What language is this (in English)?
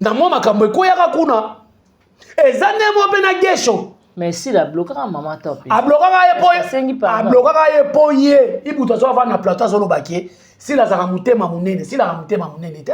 Lingala